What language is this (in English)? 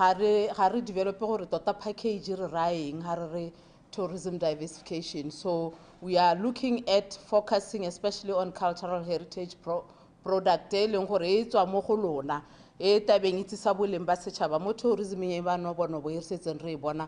Tswana